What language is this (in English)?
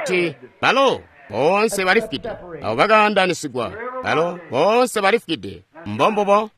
Tonga (Zambia)